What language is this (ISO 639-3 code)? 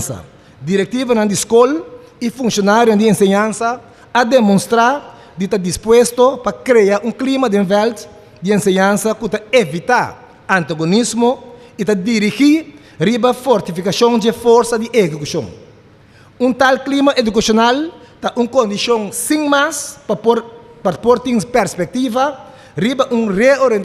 pap